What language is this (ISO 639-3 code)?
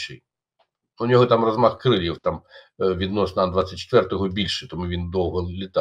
ukr